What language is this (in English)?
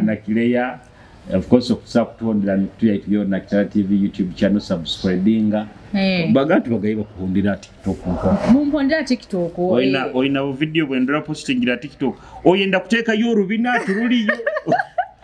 Nyoro